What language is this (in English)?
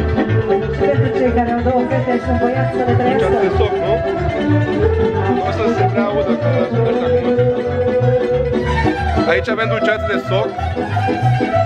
Romanian